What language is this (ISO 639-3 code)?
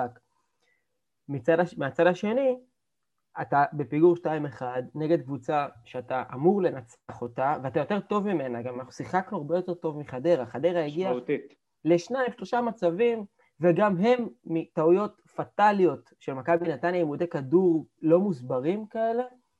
heb